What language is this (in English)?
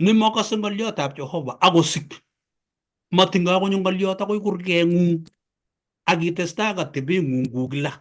Kalenjin